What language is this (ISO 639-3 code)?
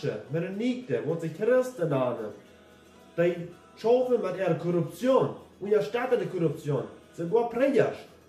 pdt